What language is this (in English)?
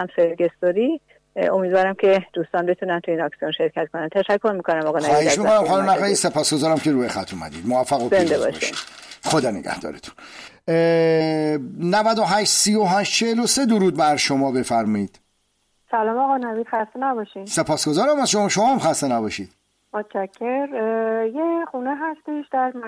Persian